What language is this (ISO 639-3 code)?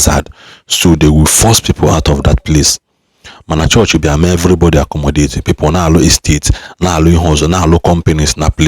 ibo